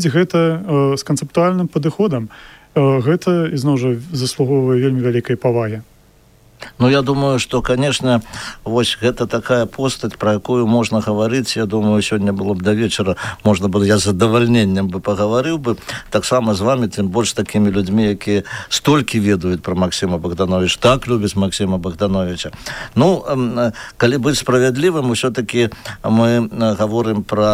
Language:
Belarusian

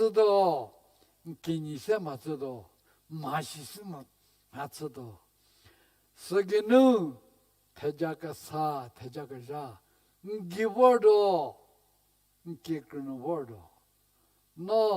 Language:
Angami Naga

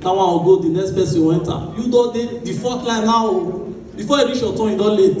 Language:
Nigerian Pidgin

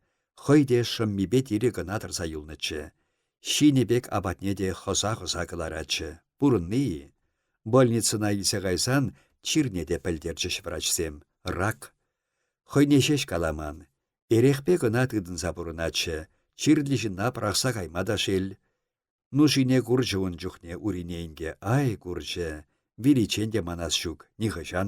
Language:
Chuvash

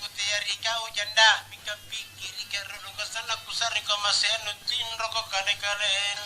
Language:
Makasar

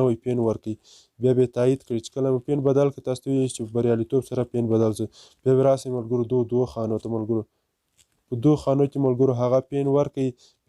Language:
Pashto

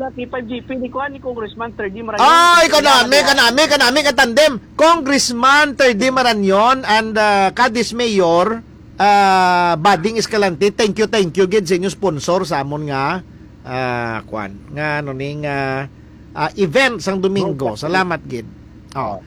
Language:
Hiligaynon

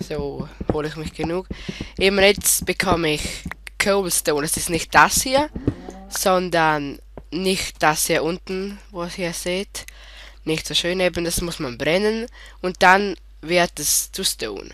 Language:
Swiss German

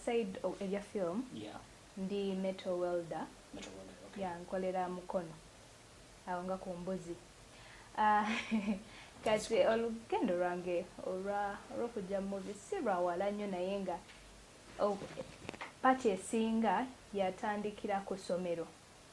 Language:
Ganda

